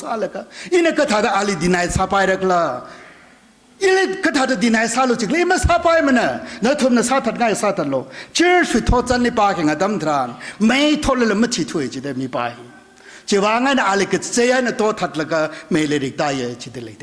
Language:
Tangkhul Naga (India)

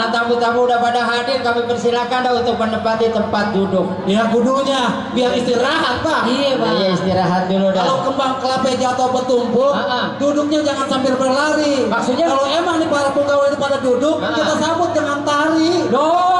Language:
Betawi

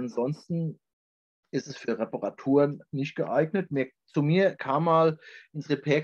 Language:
German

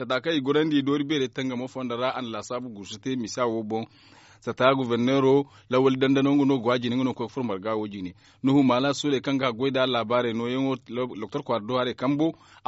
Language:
Zarma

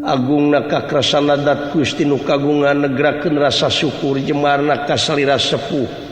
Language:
Sundanese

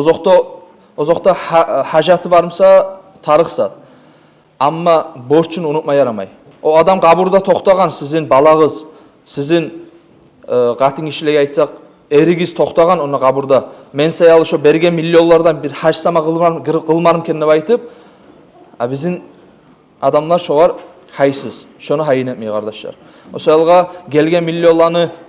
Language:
Kumyk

